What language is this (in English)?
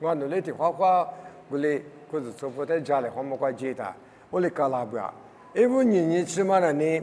Lisu